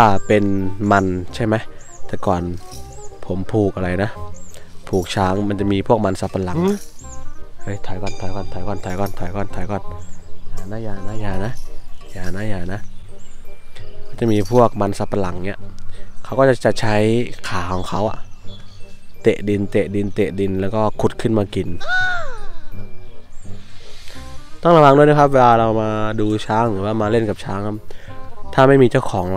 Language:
Thai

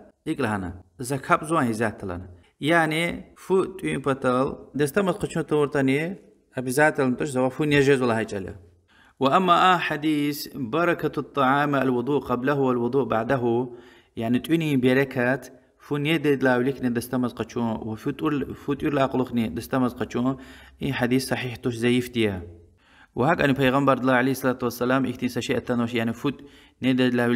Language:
Lezghian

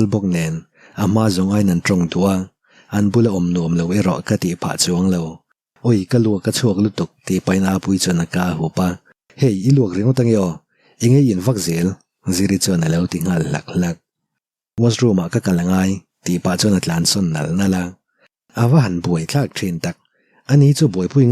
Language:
Mizo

